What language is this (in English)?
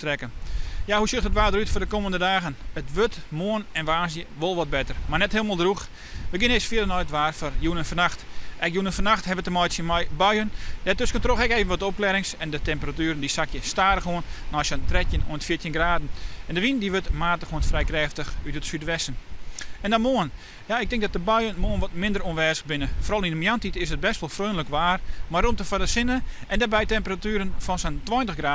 Western Frisian